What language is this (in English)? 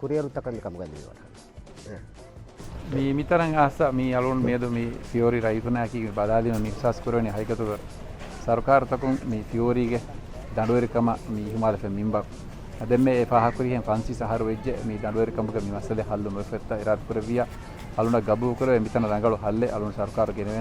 Divehi